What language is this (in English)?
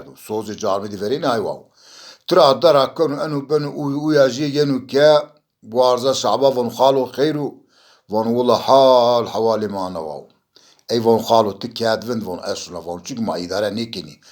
Zaza